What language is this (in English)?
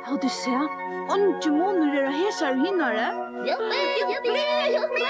Faroese